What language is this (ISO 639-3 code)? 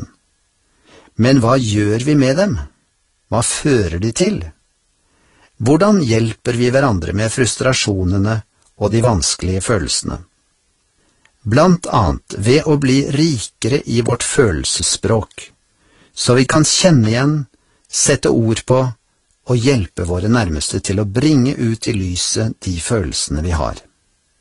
nor